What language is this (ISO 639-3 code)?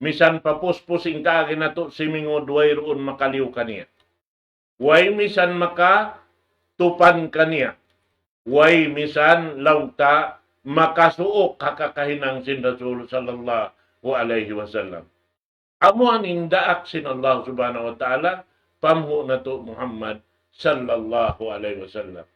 tsg